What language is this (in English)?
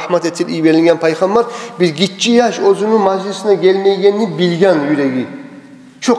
Kumyk